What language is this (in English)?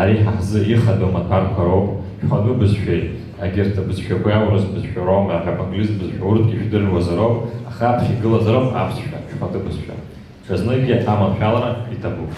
Abkhazian